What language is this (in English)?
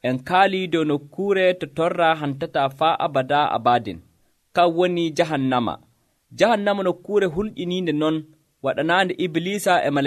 Nigerian Fulfulde